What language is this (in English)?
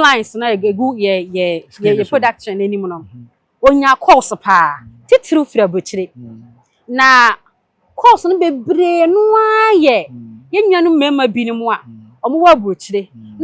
Akan